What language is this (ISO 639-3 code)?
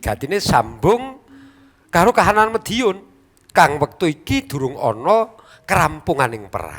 jav